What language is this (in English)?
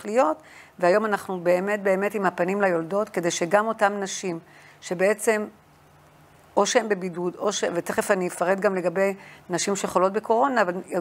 Hebrew